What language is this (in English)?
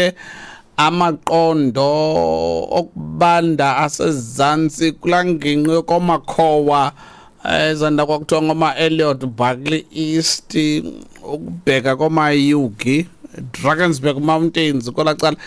Xhosa